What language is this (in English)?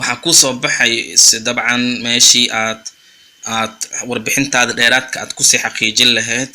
Somali